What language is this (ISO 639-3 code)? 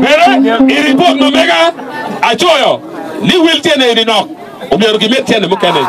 ach